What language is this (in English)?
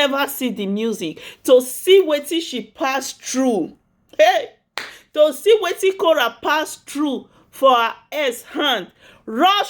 Nigerian Pidgin